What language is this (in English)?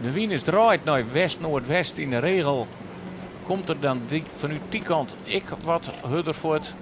Western Frisian